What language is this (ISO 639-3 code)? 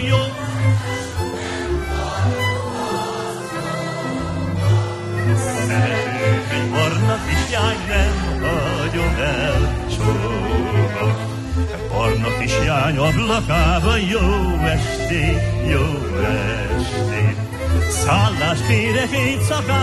hun